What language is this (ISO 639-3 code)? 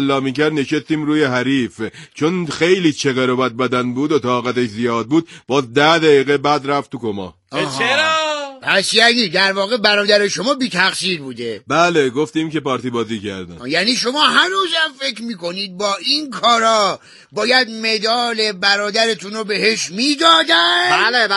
fas